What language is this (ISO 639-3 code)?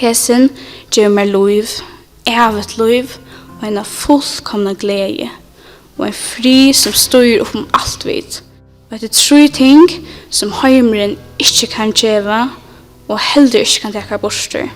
fao